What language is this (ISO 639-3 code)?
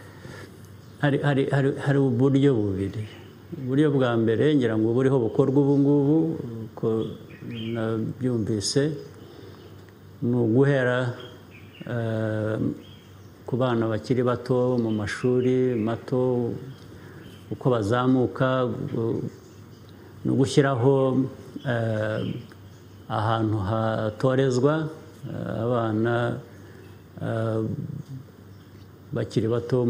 kin